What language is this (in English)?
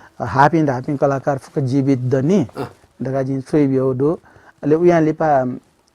Newari